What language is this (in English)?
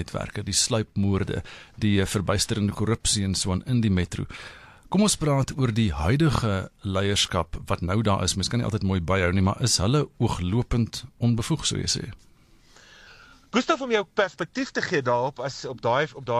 Afrikaans